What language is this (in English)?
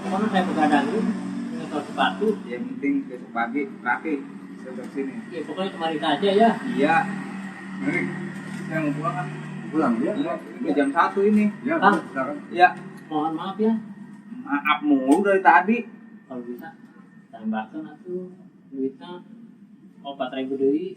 Betawi